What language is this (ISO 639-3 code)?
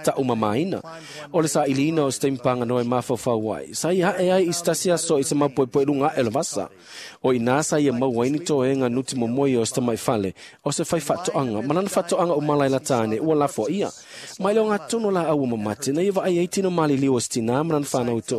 smo